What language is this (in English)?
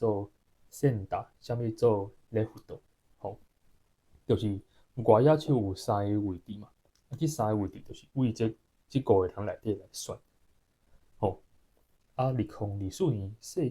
Min Nan Chinese